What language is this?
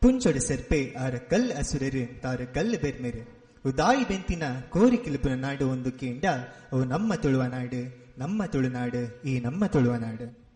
Tulu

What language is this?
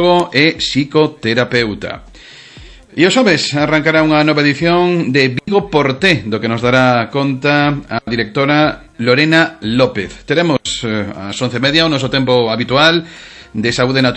Galician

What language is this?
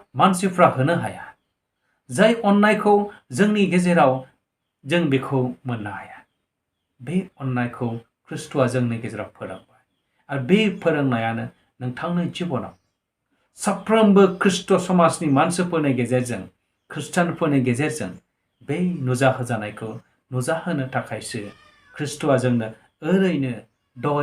Bodo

